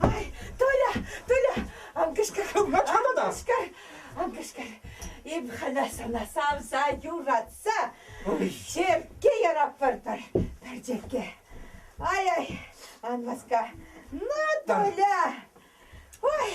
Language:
Chuvash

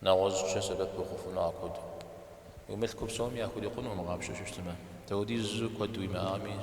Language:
Kabardian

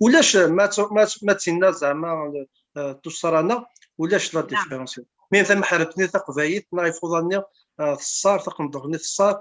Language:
Kabyle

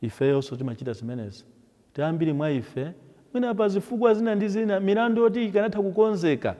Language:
Nyanja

